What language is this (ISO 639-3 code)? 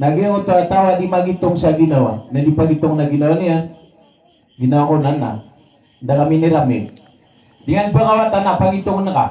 mrw